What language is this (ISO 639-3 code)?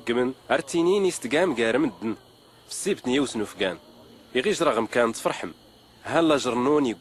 shi